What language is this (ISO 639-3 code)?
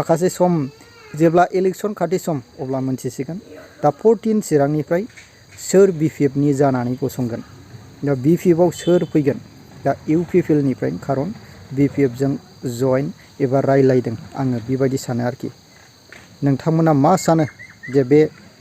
brx